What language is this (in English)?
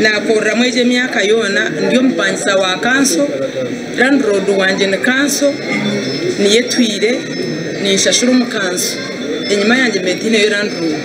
Nyankole